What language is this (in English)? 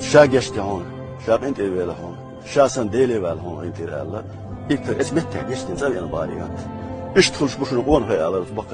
Chechen